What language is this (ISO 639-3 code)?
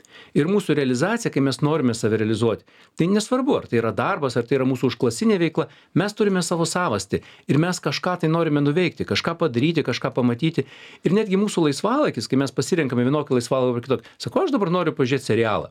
lit